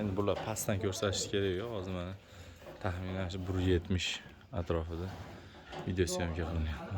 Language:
Uzbek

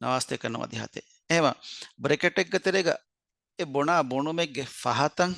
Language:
Divehi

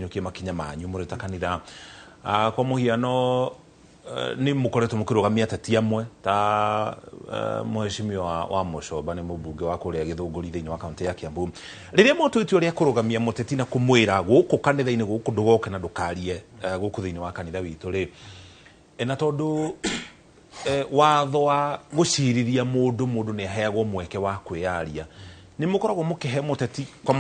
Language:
Kikuyu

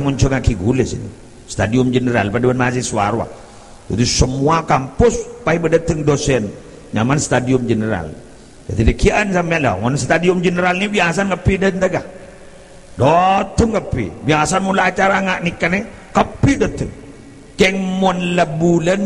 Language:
Madurese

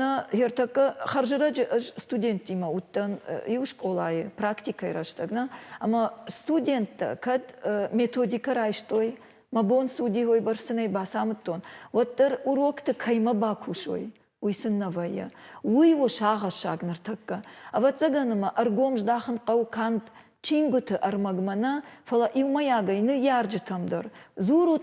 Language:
Ossetic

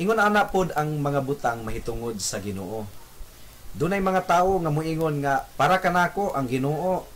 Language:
Cebuano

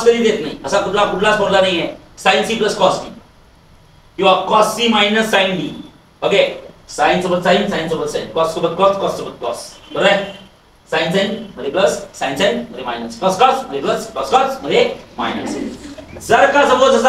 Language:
Marathi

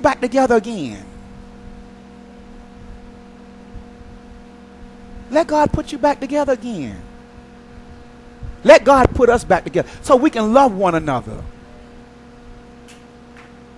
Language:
English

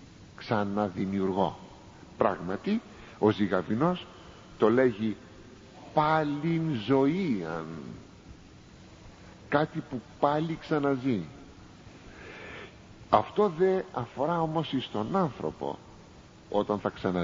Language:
Greek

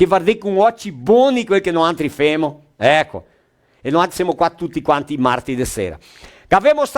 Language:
Venetian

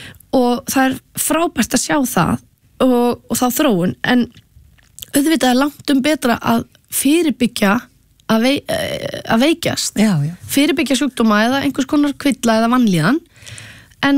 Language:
Icelandic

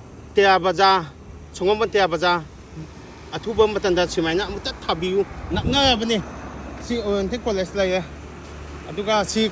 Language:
Manipuri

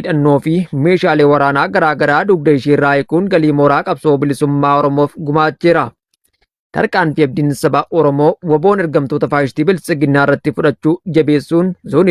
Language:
Oromo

